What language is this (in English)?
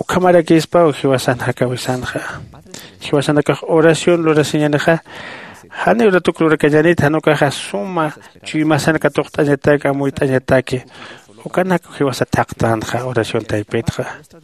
Aymara